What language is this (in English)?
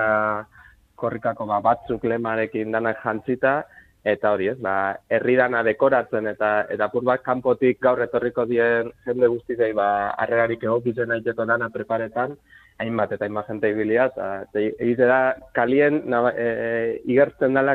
Basque